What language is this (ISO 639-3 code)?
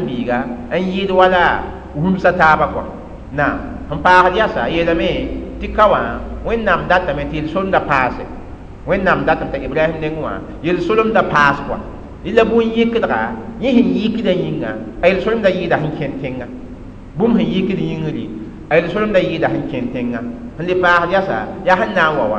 mos